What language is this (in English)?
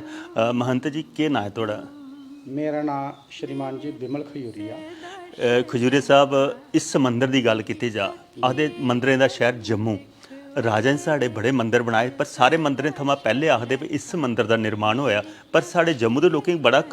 Dogri